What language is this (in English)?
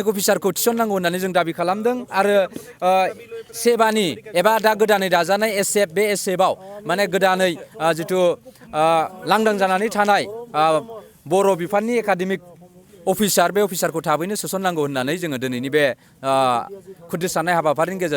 Bodo